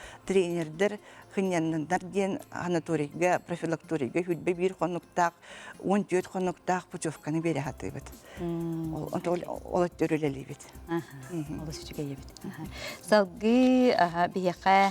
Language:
Yakut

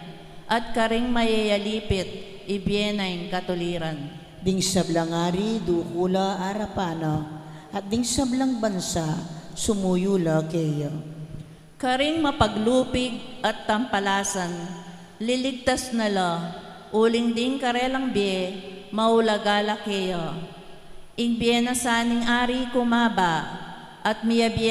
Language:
Pampanga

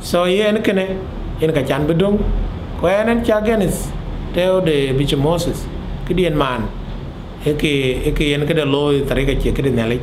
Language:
Dinka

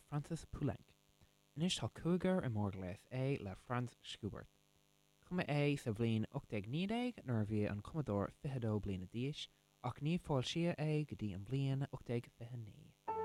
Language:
Irish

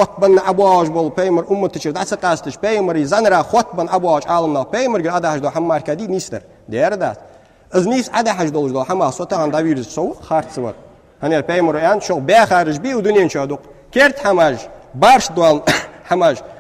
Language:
Ingush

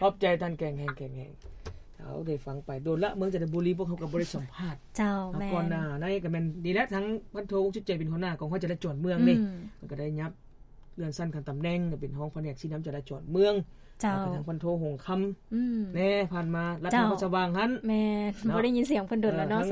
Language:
Lao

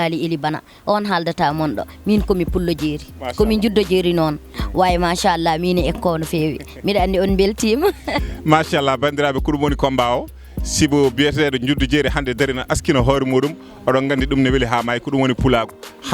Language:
Fula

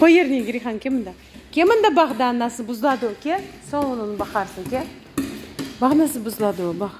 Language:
Crimean Tatar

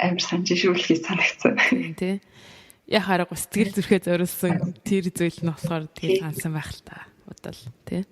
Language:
Mongolian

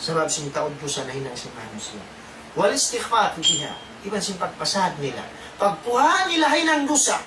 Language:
Tausug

